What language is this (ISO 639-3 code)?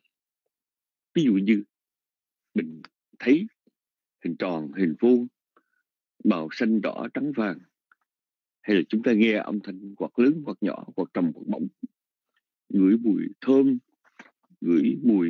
vie